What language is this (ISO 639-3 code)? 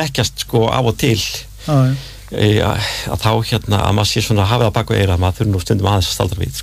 isl